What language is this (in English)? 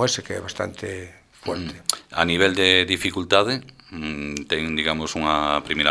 Galician